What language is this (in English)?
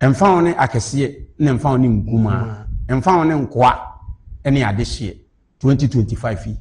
Akan